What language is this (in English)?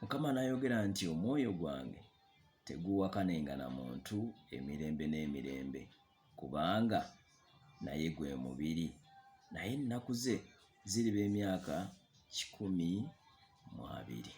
Ganda